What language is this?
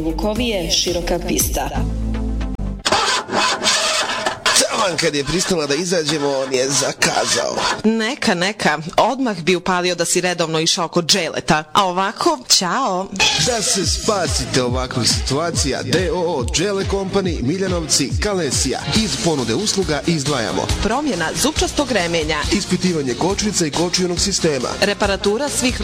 Bosnian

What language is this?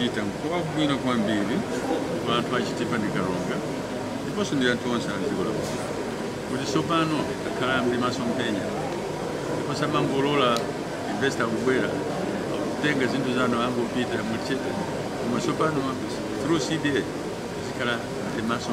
Nyanja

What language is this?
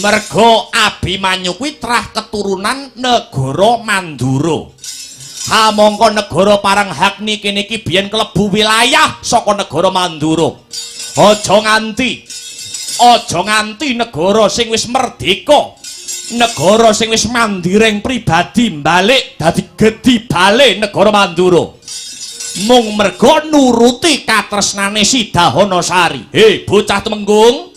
Javanese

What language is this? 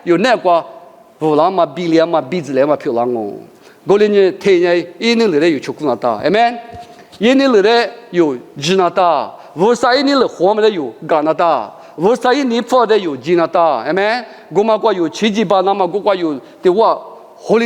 Lisu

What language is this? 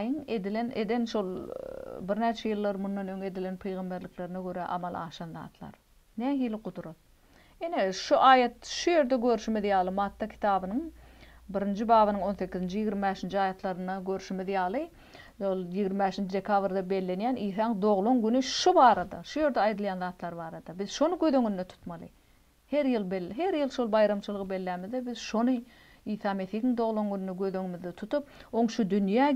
Turkmen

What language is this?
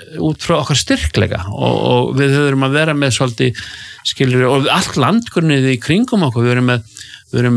Icelandic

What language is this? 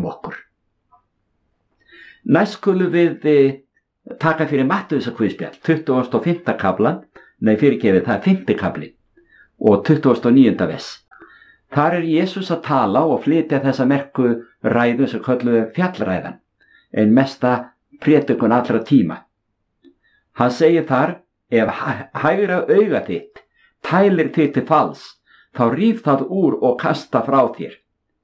Icelandic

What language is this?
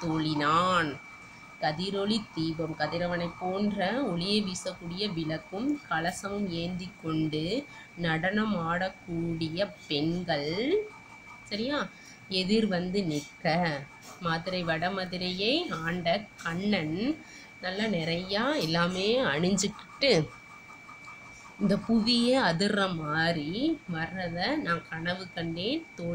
Tamil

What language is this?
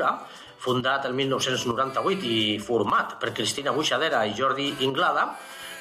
Catalan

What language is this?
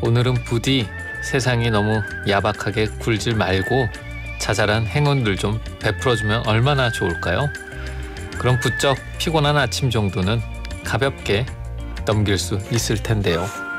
Korean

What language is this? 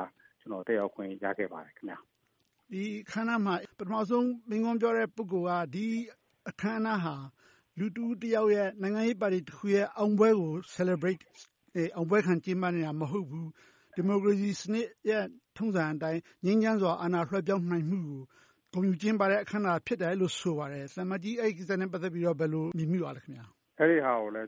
Burmese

